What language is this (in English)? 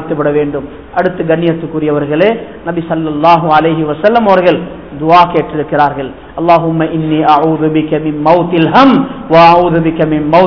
Tamil